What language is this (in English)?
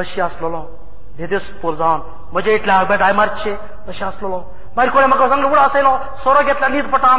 Konkani